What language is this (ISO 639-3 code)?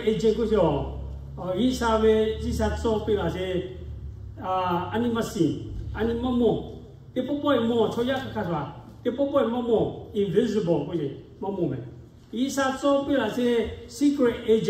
lhu